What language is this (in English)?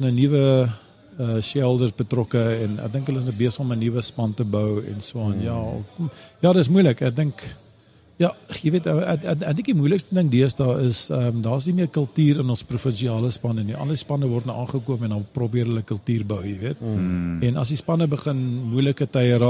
Afrikaans